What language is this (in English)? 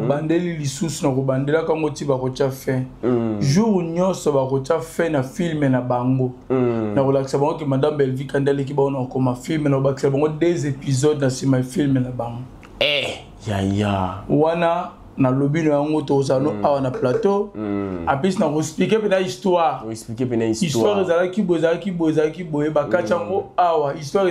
Lingala